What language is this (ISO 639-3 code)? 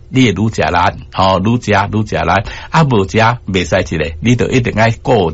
nan